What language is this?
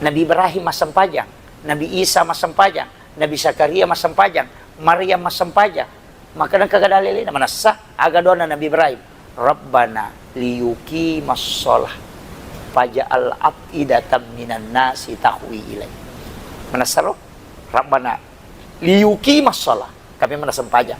Buginese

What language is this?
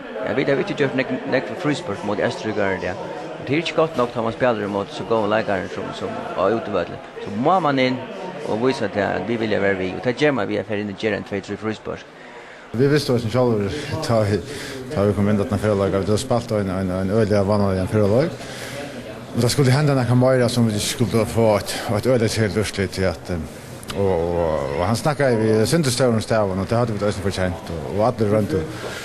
Faroese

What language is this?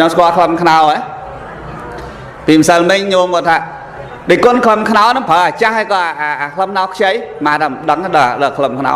Khmer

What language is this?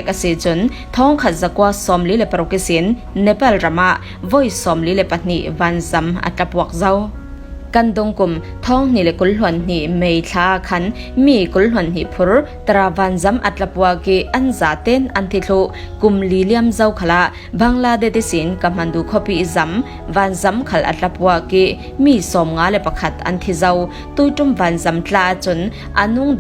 Falam Chin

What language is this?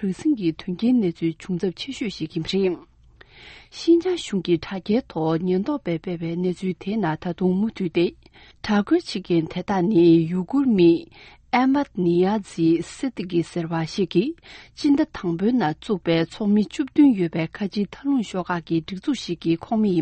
Tibetan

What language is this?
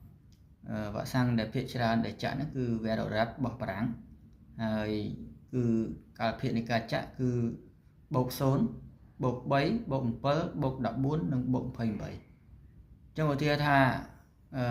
Khmer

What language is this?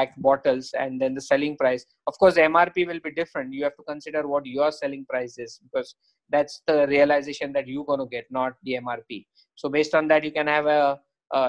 English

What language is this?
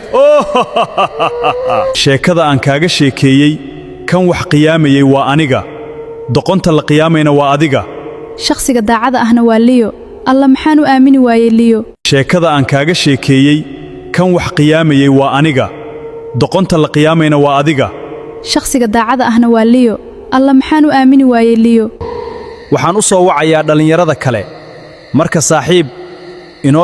Somali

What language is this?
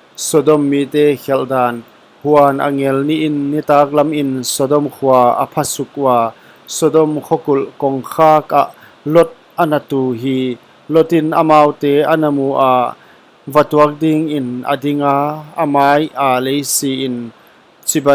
Paite Chin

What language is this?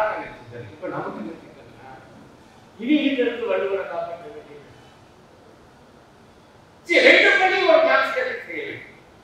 Tamil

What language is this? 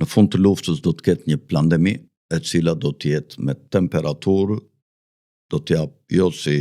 Albanian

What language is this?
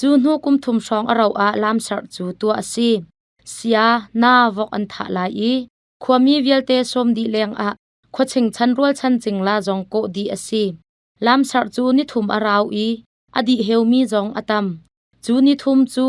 Hakha Chin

